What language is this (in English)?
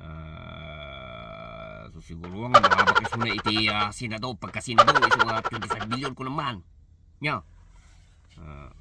Iloko